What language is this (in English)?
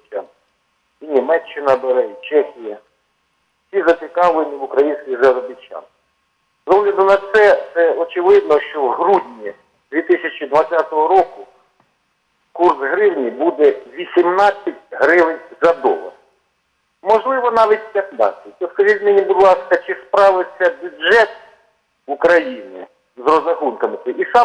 Ukrainian